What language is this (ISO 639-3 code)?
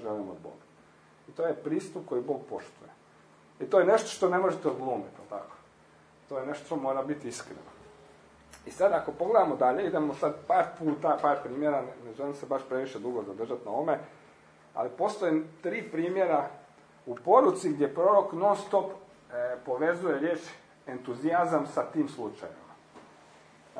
hrv